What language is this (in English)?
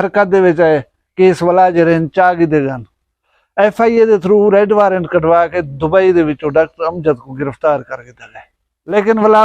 Saraiki